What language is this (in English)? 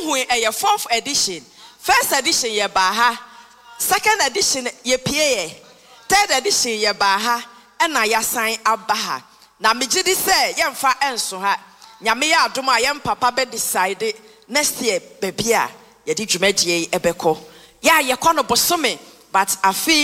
Akan